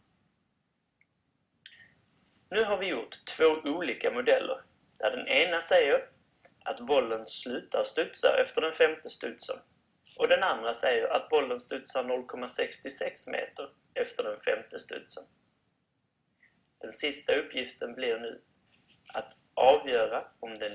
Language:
Swedish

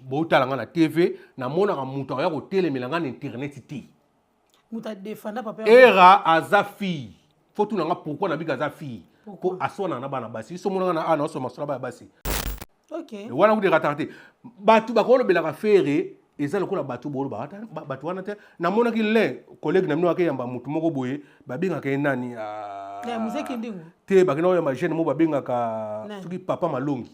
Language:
Lingala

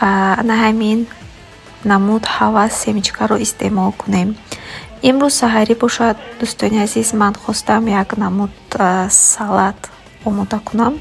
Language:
Tajik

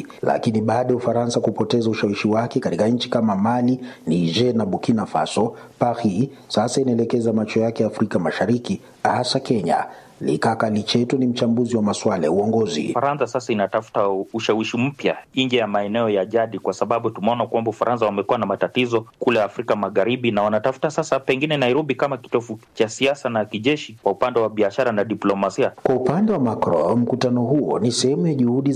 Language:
Swahili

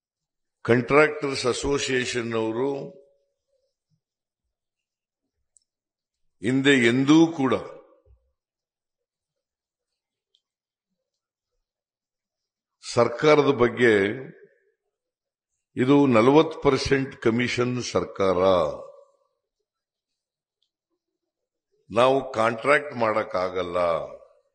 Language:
Kannada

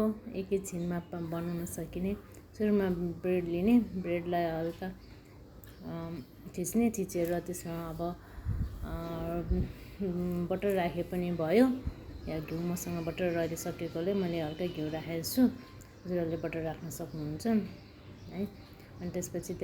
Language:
Nepali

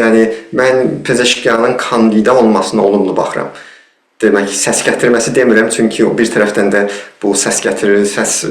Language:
South Azerbaijani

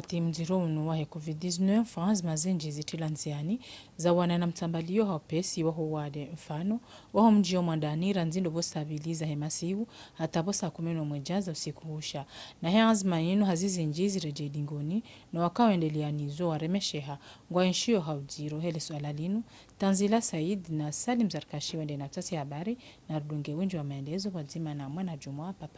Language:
Ngazidja Comorian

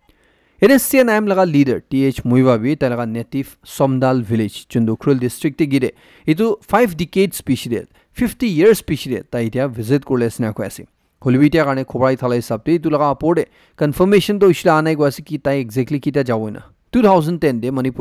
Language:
Naga Pidgin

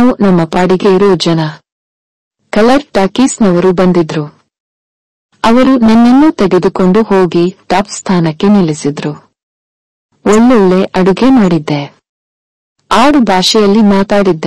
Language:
Kannada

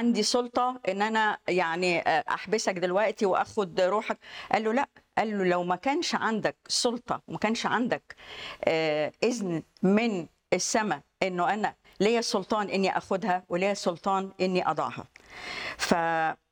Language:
Egyptian Arabic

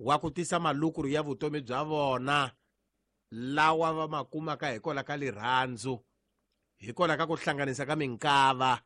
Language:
Tsonga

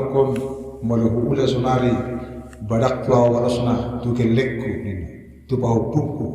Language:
Batak Toba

